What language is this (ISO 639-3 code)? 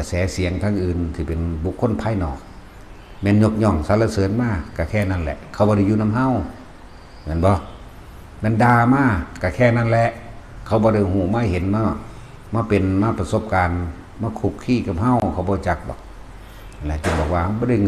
tts